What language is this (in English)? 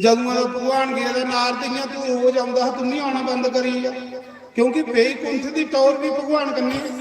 Dogri